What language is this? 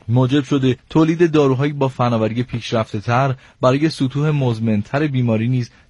Persian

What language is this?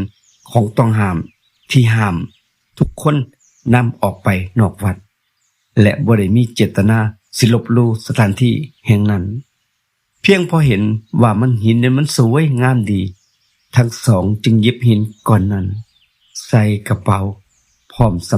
Northeastern Thai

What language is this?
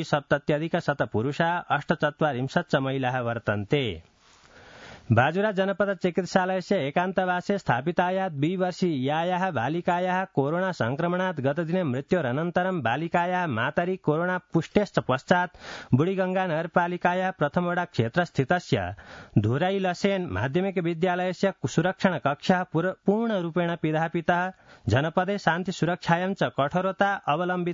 Sanskrit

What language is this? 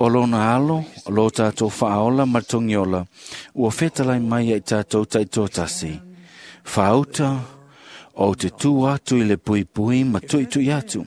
Samoan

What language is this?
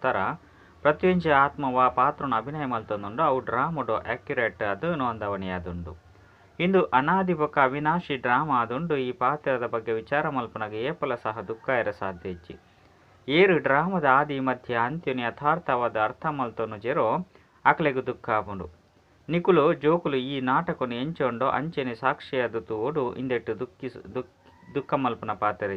Tulu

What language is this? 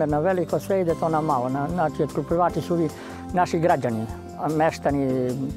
Serbian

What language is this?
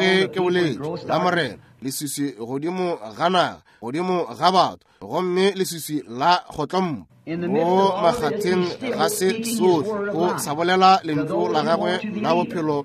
Northern Sotho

